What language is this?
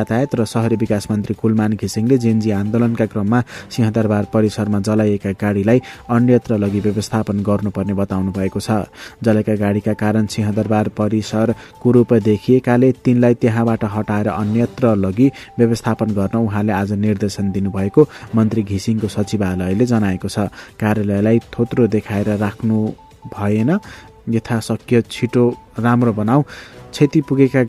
Nepali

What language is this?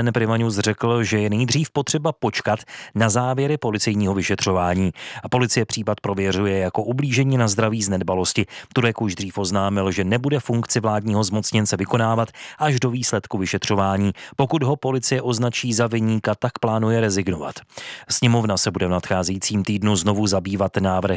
Czech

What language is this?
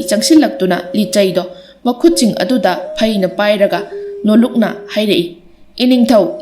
Manipuri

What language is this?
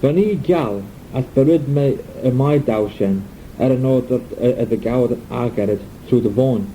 Manx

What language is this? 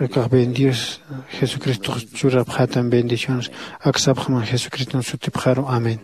Aymara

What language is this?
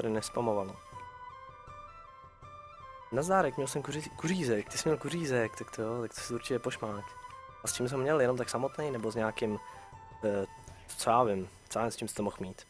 Czech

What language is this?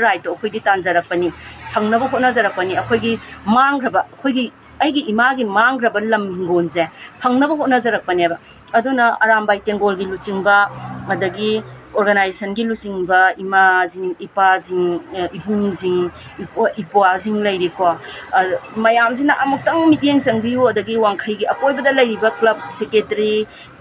Manipuri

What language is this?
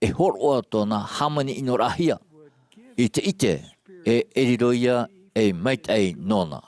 Tahitian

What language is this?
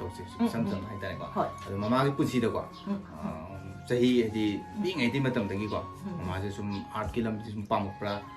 Manipuri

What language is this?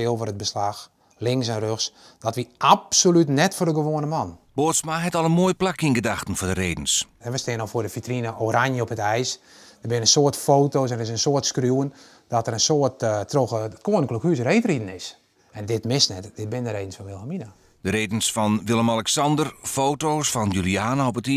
Western Frisian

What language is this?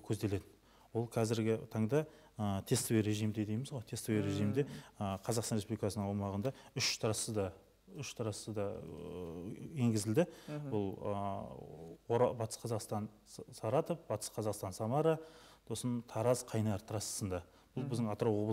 Kazakh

